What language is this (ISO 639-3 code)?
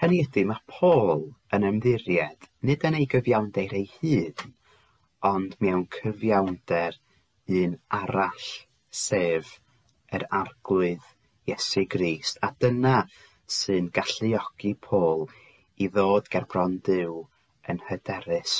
cym